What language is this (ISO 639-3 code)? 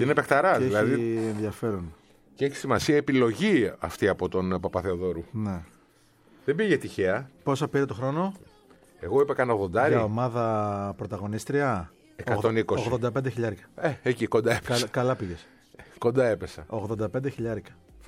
ell